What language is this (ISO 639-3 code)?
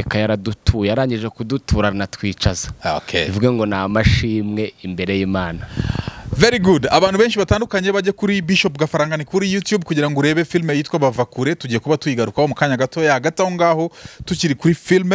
kin